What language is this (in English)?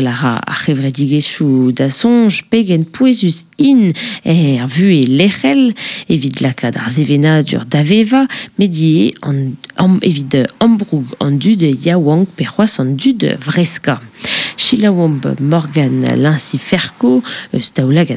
Breton